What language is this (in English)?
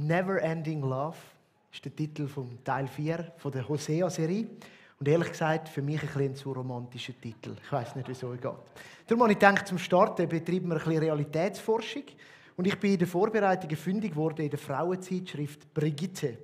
Swiss German